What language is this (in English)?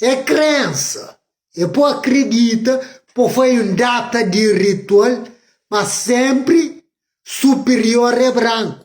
Kabuverdianu